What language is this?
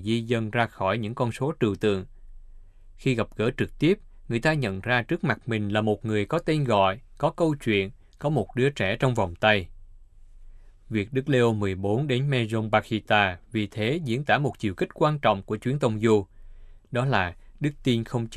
Vietnamese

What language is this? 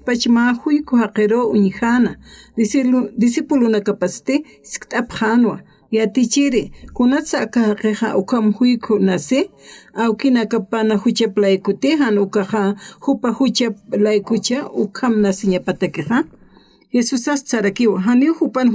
Aymara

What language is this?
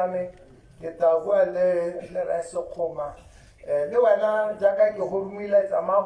Tswana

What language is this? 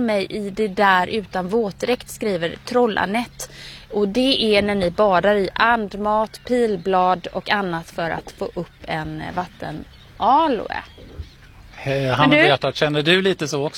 Swedish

